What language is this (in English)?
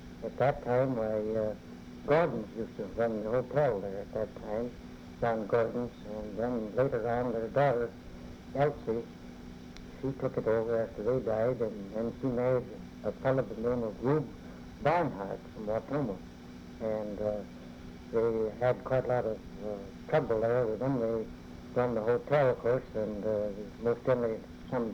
English